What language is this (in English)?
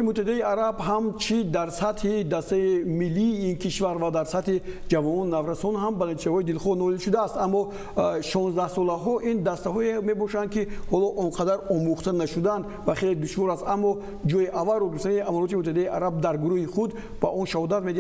Tajik